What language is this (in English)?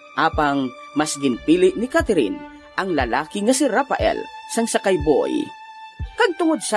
Hiligaynon